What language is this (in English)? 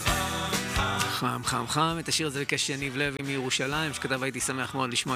Hebrew